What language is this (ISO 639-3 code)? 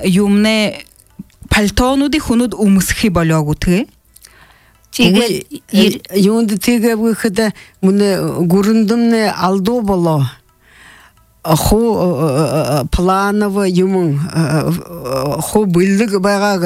bua